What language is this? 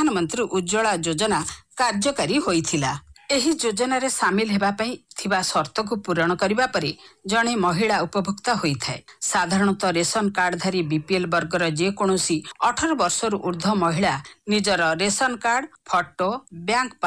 Odia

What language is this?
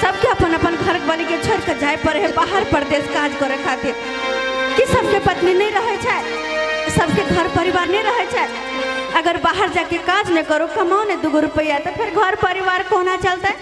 Maithili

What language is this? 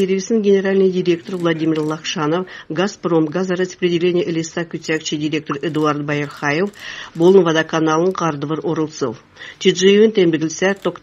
Kalmyk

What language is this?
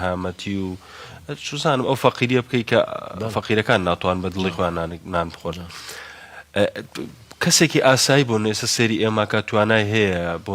Central Kurdish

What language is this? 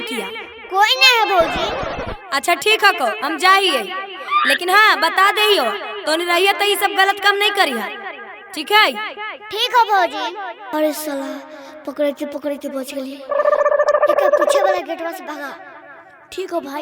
Magahi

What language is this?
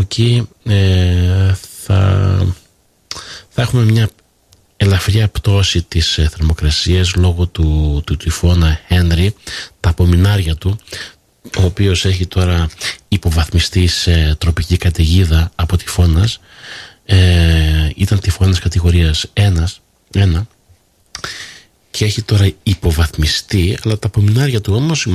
Greek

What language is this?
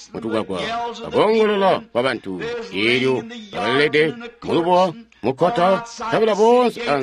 Tonga (Zambia)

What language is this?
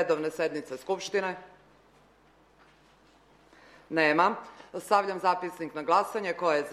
Serbian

